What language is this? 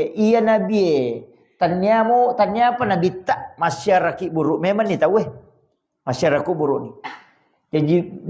Buginese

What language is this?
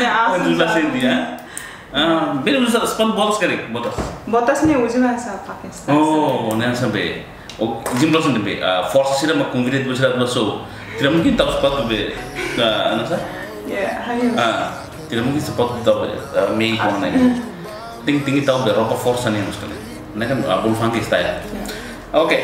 Tetum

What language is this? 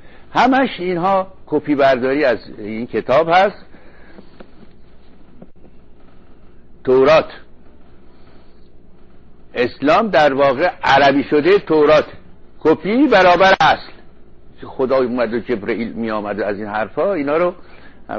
Persian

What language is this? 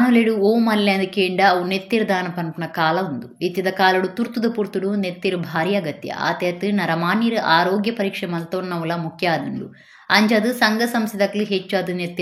Tulu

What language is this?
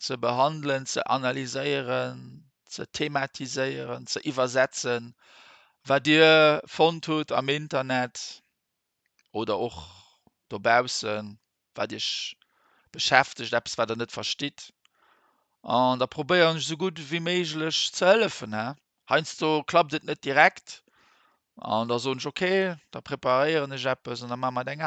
Luxembourgish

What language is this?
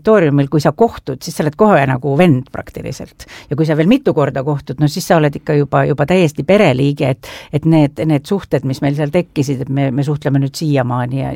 Estonian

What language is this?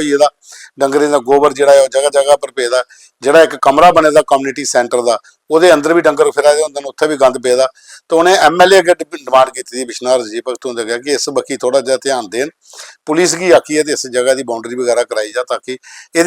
Dogri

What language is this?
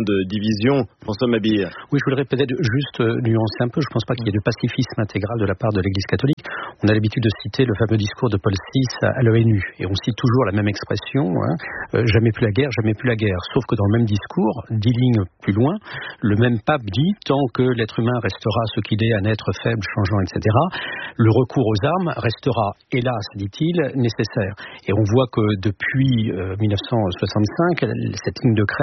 French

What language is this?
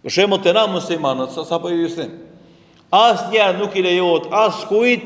Albanian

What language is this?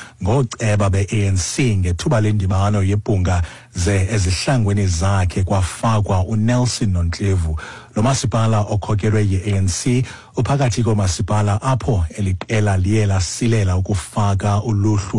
Xhosa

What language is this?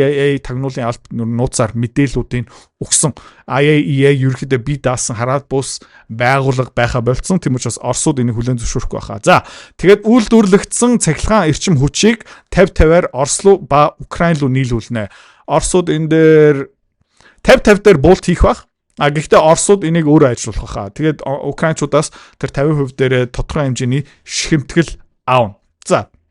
Mongolian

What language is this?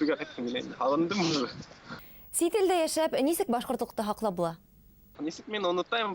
Bashkir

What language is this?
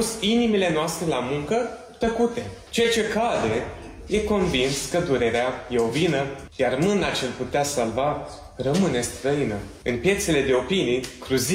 Romanian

